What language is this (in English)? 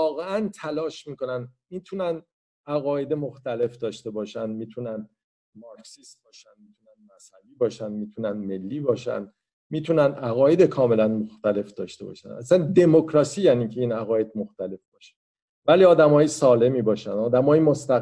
Persian